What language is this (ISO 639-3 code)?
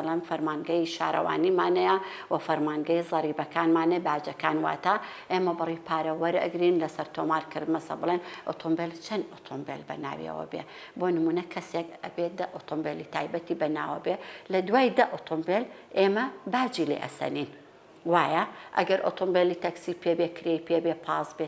ckb